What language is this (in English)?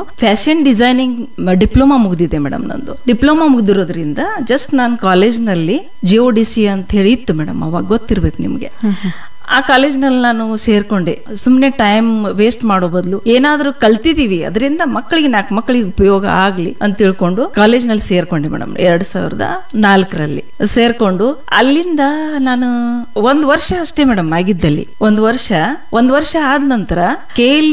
Kannada